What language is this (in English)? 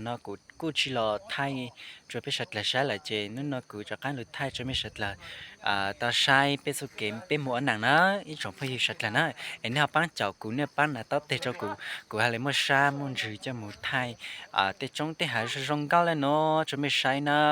Hmong